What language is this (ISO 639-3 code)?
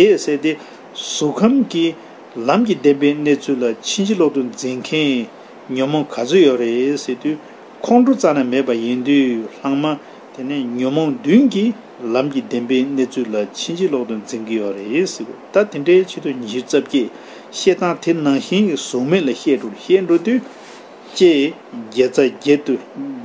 bod